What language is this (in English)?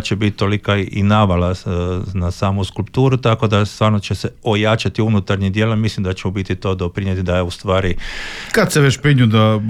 Croatian